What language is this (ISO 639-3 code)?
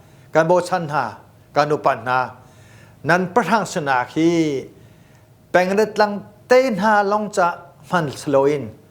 cnh